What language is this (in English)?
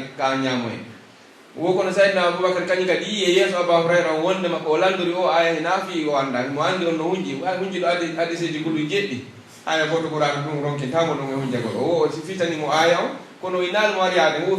Pular